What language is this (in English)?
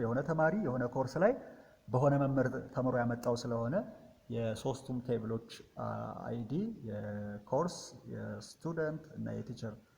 Amharic